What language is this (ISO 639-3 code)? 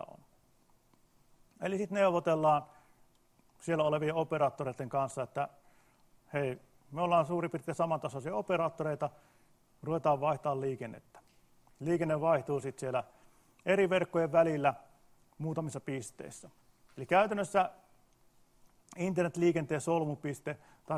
fin